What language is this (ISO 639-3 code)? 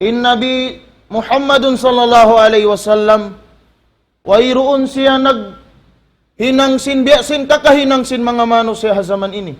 tsg